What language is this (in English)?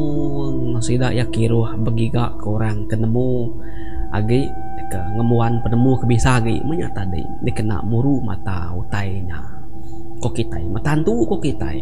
Iban